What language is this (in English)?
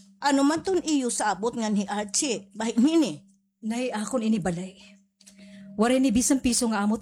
Waray